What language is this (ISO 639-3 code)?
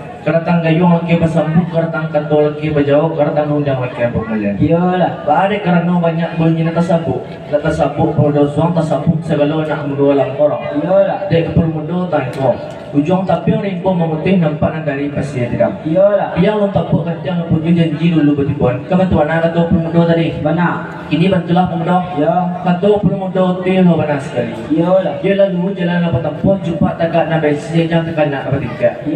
min